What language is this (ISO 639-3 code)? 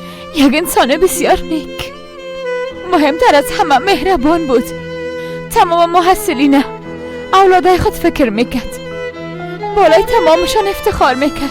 fas